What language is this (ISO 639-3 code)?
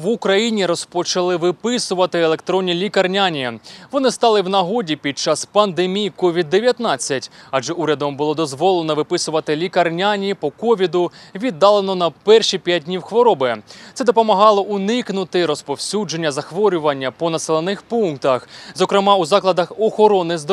ukr